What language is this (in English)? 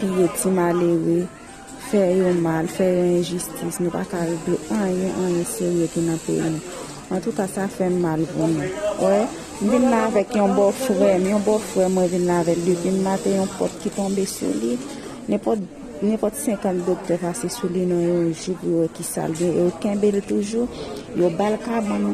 Haitian Creole